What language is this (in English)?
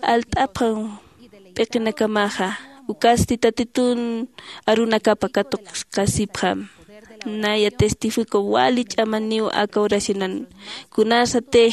Aymara